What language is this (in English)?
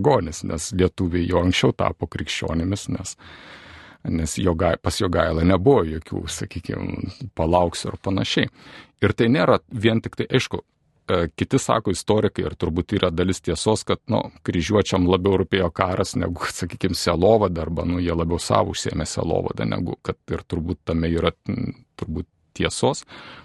Lithuanian